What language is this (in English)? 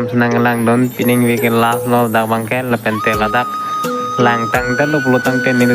Karbi